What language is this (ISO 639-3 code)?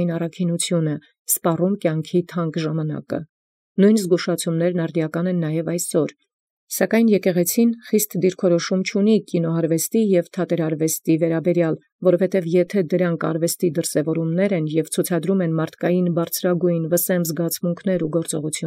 hye